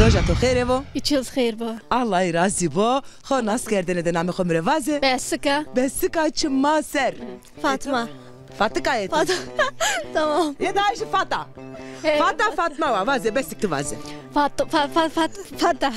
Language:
Zaza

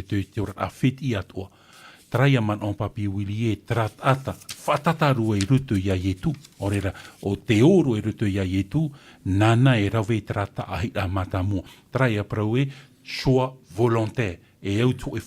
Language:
Tahitian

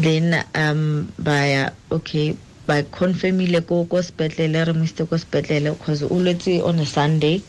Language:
Tswana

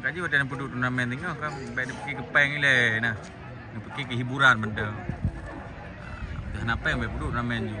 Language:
Achinese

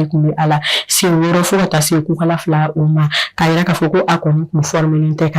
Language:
Bambara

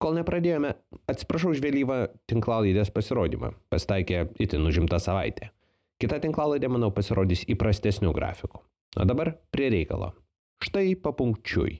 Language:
Lithuanian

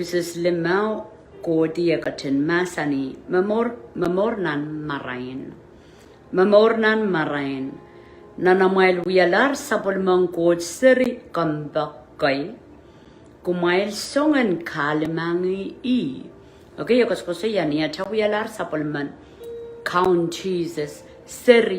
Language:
Pohnpeian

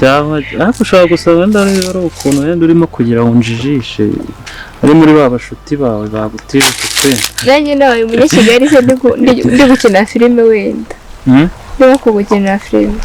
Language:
Kinyarwanda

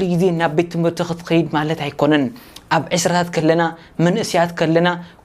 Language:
Tigrinya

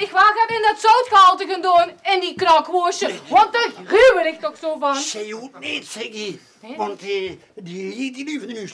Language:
Limburgish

